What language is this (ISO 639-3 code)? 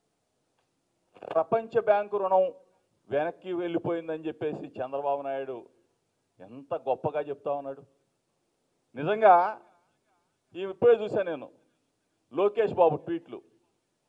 tel